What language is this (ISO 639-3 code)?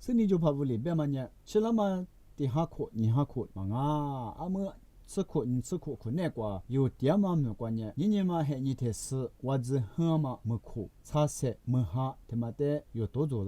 lis